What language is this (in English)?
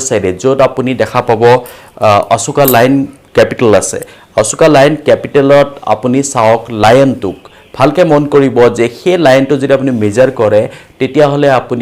Assamese